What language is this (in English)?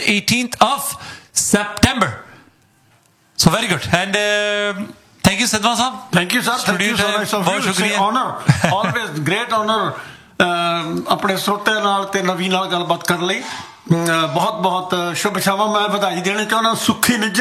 Punjabi